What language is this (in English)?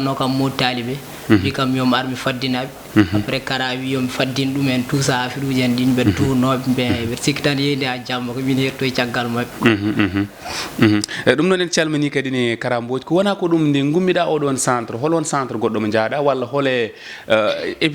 Fula